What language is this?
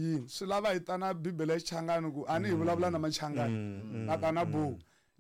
Tsonga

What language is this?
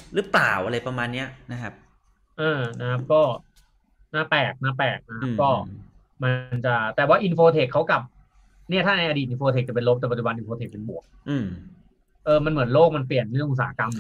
Thai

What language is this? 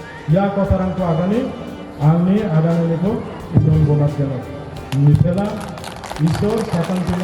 Garo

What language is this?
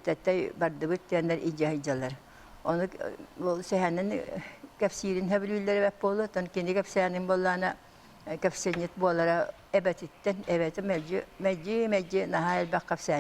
Yakut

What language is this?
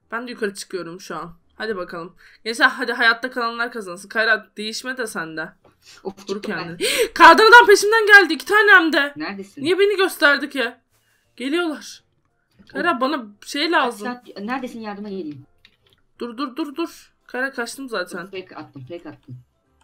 Turkish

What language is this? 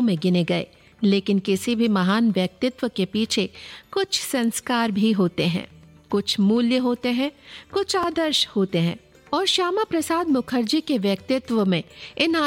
Hindi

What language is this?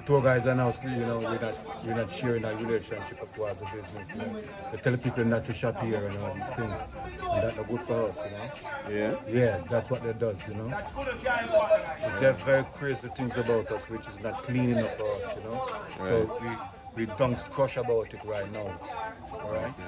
Jamaican Creole English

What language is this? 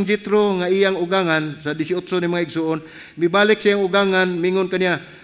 Cebuano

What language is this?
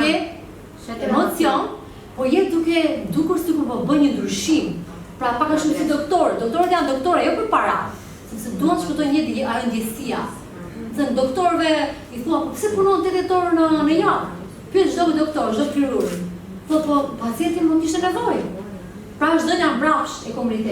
Albanian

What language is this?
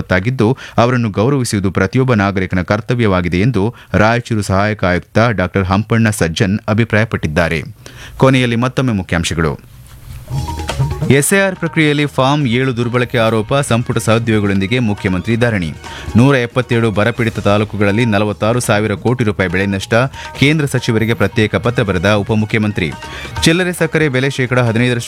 Kannada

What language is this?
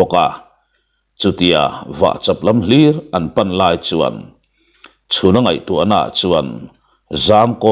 Mizo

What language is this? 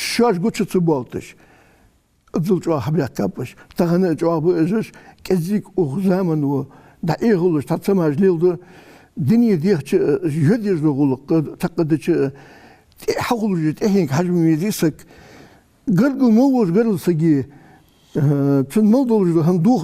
Ingush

